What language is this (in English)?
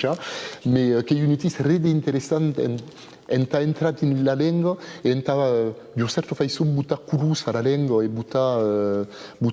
Occitan